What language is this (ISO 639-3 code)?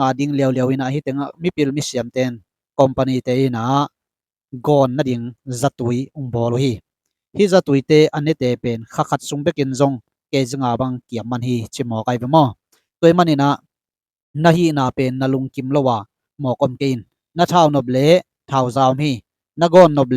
ctd